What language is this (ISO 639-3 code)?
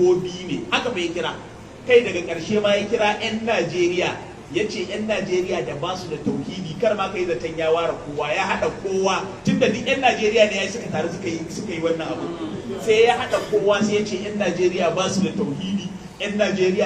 hau